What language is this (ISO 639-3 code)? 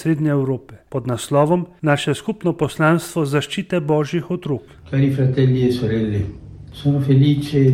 slv